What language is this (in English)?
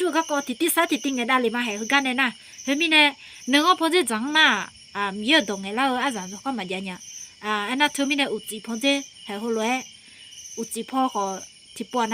Akha